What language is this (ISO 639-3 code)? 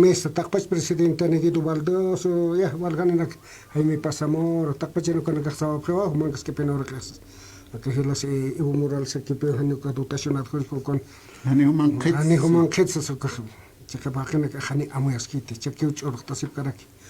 aym